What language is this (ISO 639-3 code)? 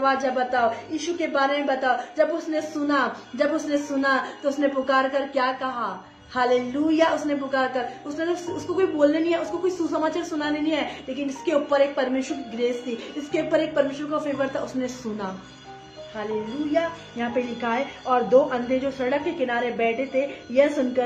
hin